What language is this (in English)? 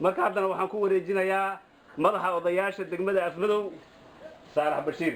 Somali